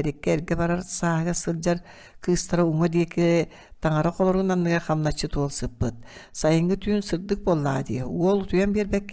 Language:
Yakut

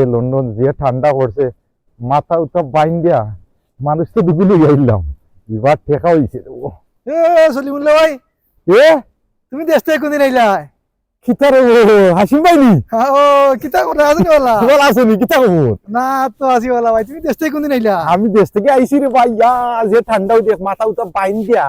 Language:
Sylheti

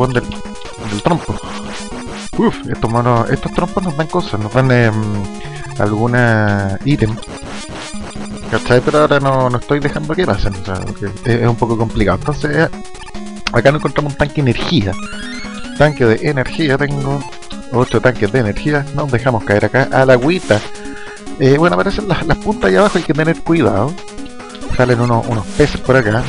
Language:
Spanish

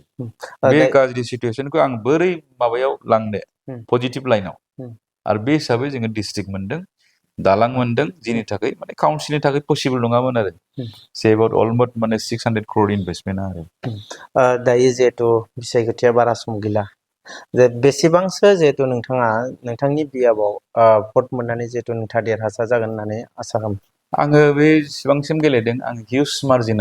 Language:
Bodo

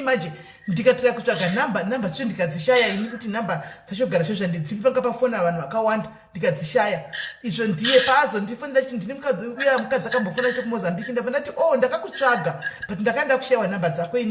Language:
Shona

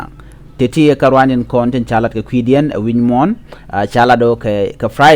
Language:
Nuer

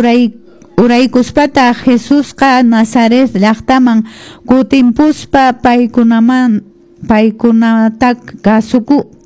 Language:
Quechua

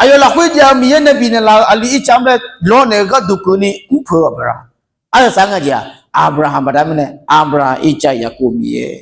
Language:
Akha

